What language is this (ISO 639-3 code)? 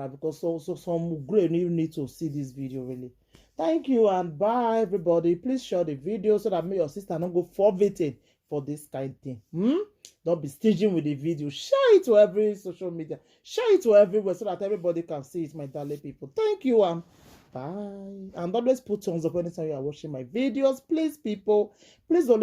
pcm